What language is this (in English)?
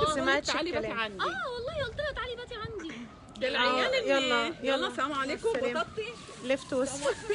Egyptian Arabic